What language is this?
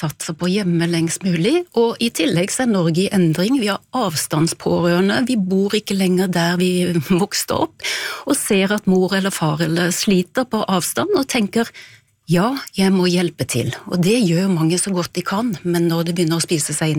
Norwegian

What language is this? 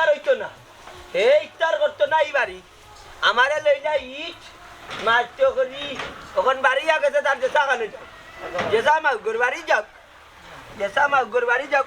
Sylheti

